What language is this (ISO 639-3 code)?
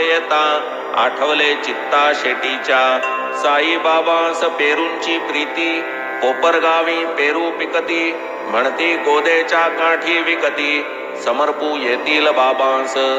mar